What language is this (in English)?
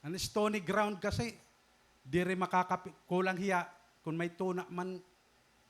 Waray